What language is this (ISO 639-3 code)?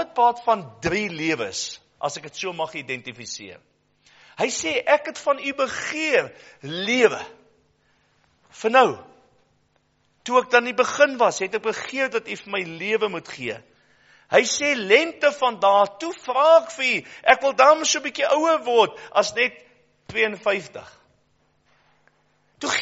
afr